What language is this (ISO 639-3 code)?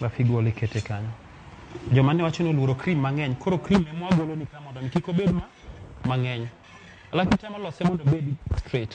luo